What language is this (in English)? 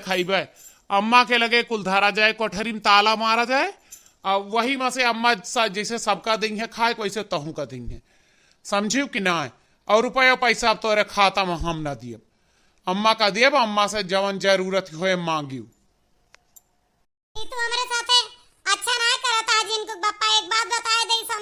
Awadhi